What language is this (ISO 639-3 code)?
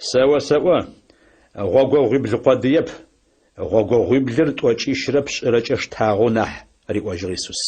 ady